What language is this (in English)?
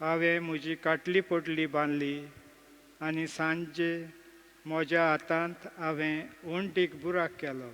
Konkani